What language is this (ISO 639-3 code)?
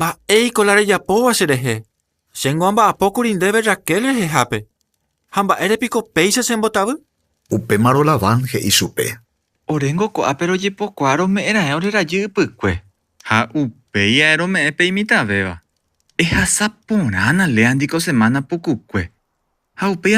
grn